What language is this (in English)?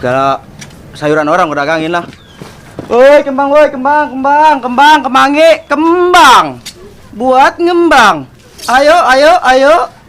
Betawi